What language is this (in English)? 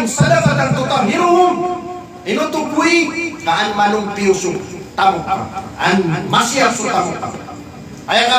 Maranao